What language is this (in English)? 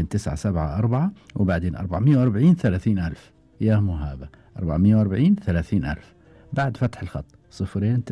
Gulf Arabic